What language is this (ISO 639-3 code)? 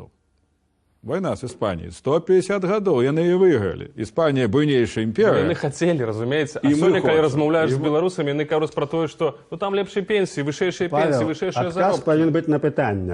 bel